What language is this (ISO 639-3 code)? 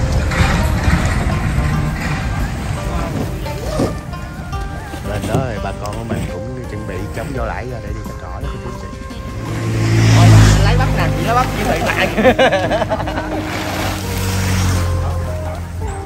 vie